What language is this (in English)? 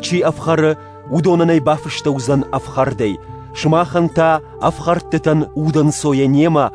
Ossetic